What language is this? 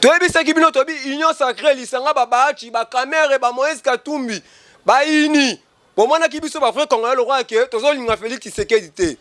Lingala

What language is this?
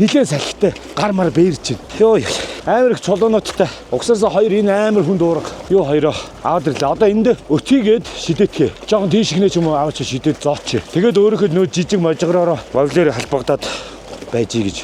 Mongolian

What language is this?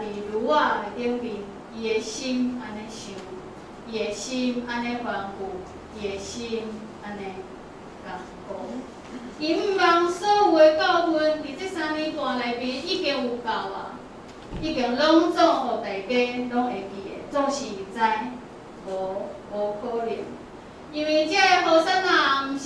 Min Nan Chinese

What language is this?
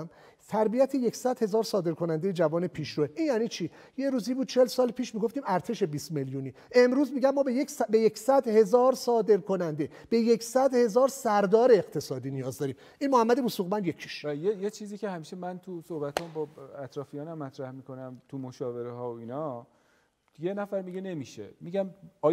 Persian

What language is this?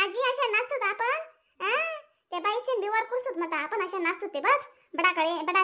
Khandesi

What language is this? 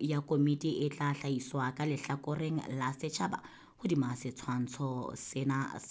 Southern Sotho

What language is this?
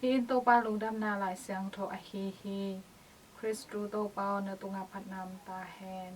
Tedim Chin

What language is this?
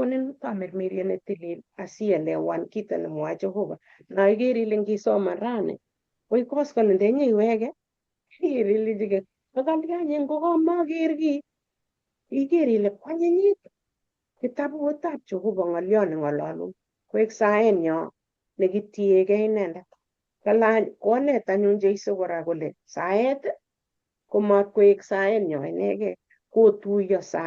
Kalenjin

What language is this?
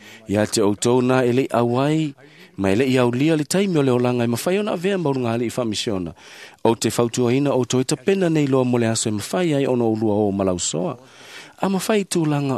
Samoan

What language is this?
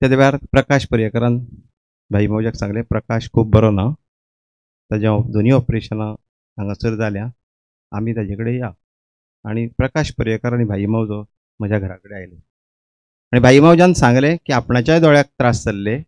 Konkani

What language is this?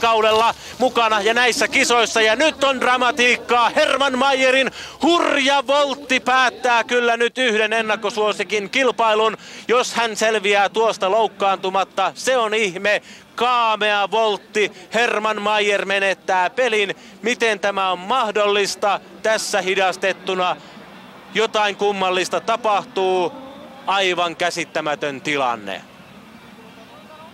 Finnish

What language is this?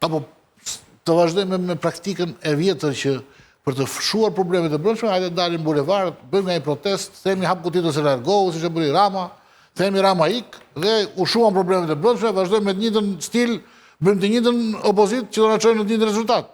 Albanian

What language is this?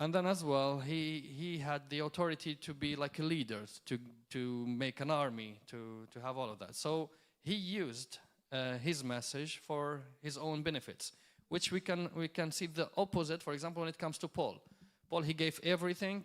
English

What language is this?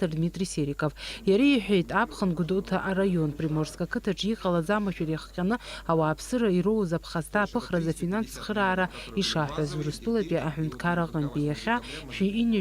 Abkhazian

